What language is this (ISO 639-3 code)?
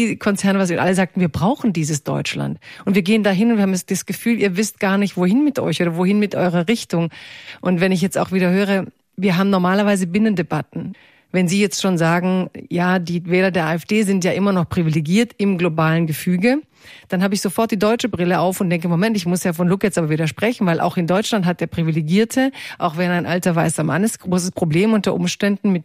deu